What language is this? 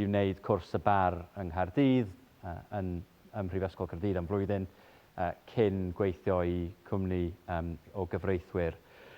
Welsh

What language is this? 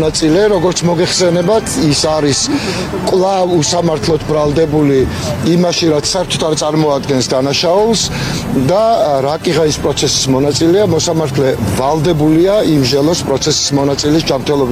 Georgian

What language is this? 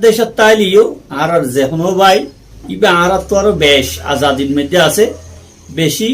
Rohingya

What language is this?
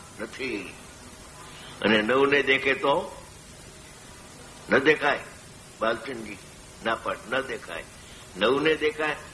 Gujarati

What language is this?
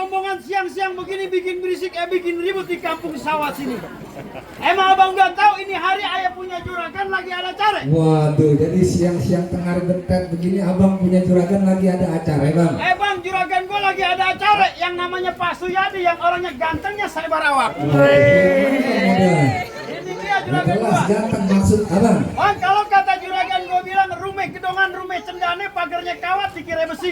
Betawi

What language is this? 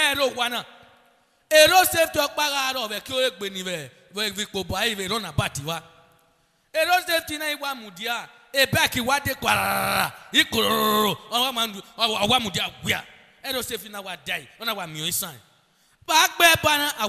Bini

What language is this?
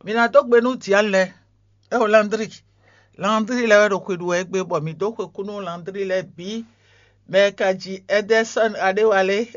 Fon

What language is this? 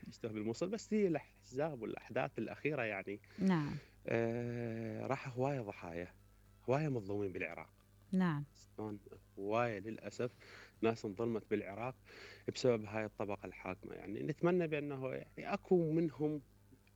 Mesopotamian Arabic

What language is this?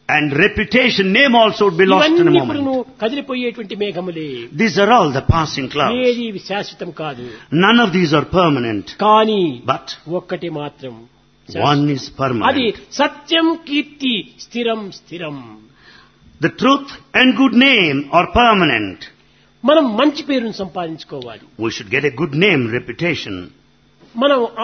Telugu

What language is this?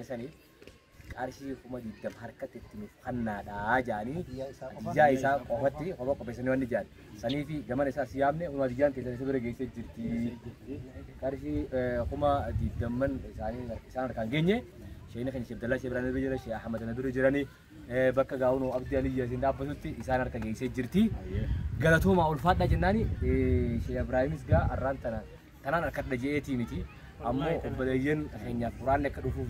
Oromo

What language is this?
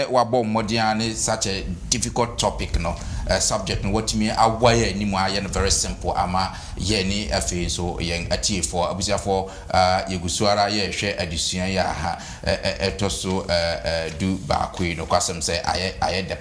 Akan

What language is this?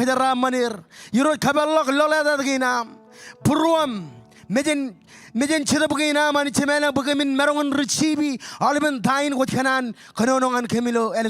Marshallese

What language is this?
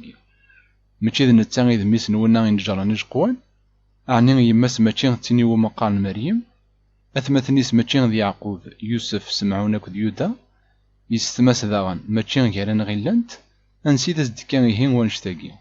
Kabyle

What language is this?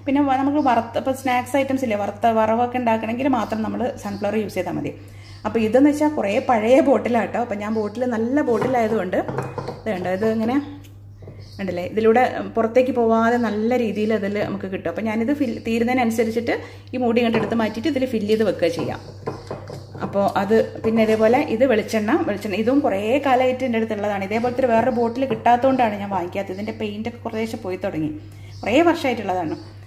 Malayalam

